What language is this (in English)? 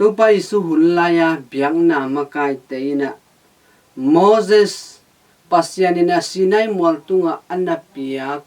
Tedim Chin